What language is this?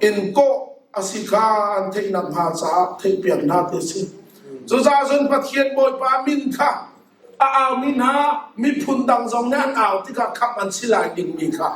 Hakha Chin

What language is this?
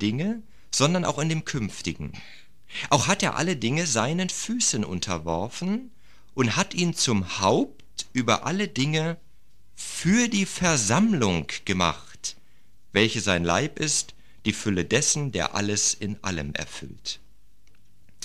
German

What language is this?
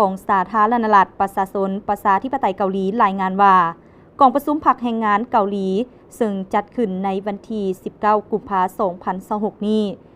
Lao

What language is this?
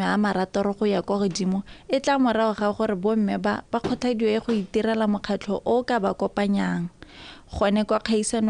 Tswana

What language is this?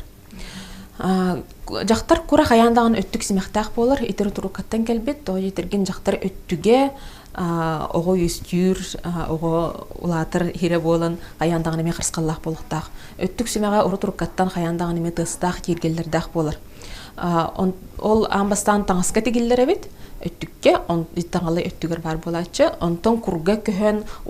Yakut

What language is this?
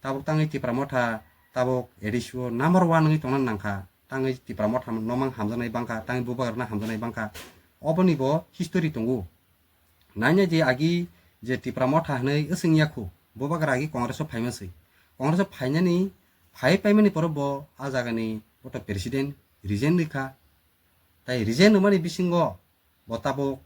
Kok Borok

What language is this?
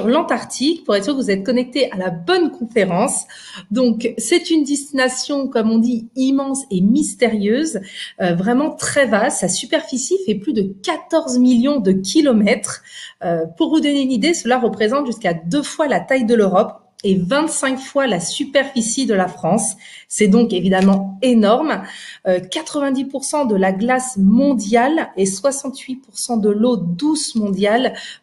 French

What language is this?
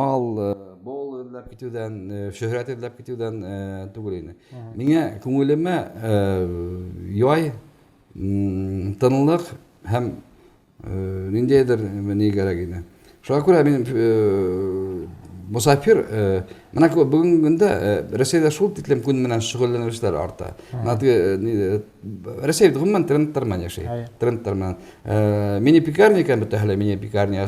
Bashkir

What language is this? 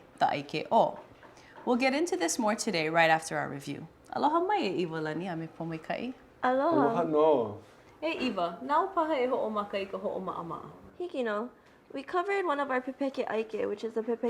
Hawaiian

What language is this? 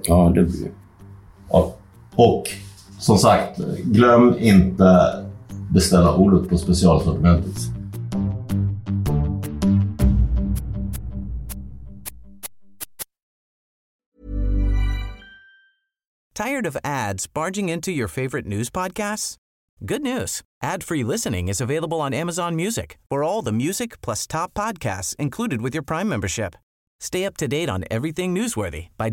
Swedish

